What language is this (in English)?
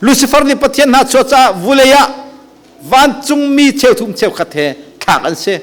Hakha Chin